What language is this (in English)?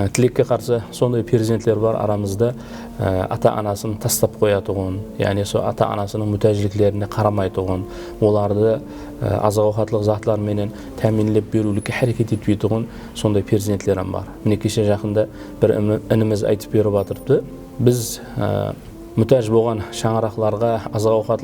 Kara-Kalpak